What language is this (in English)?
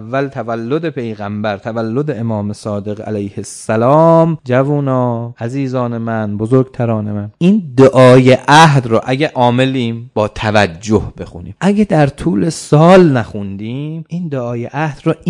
Persian